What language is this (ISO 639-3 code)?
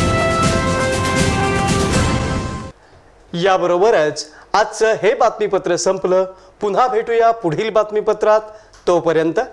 mar